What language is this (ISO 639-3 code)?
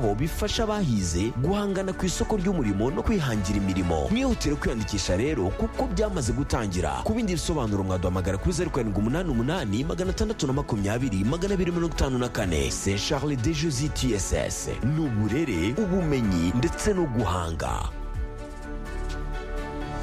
kin